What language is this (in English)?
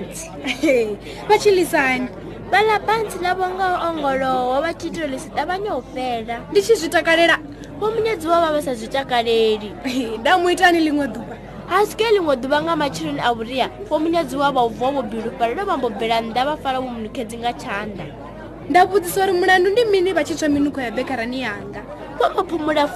Venda